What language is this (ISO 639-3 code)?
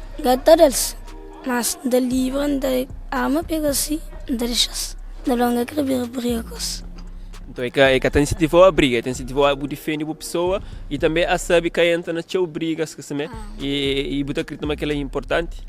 kea